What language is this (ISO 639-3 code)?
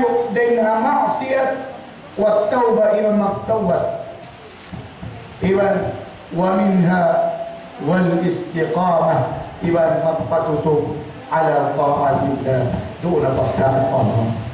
tsg